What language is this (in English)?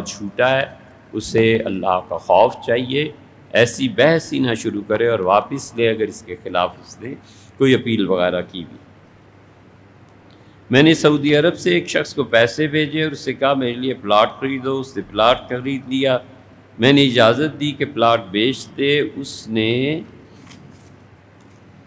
Urdu